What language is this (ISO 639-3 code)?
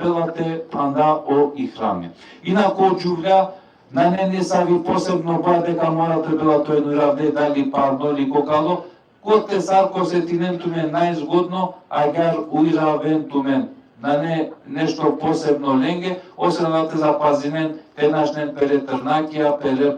rmn